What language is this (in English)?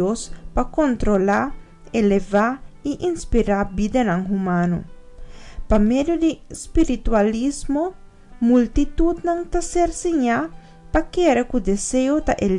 Papiamento